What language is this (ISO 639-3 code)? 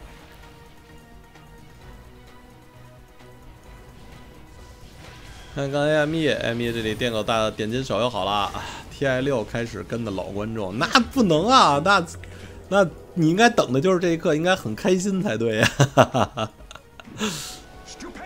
zho